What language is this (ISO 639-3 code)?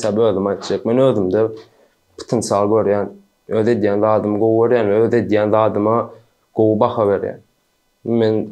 tuk